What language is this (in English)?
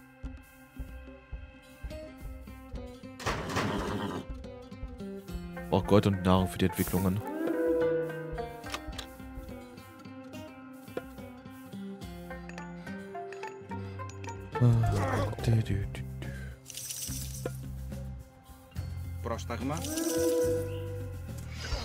German